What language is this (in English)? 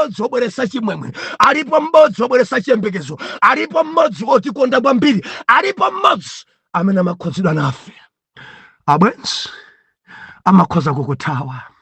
Nyanja